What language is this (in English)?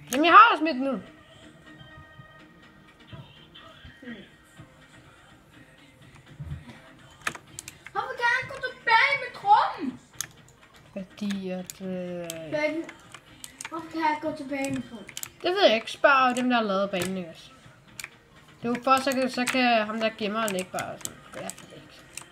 Danish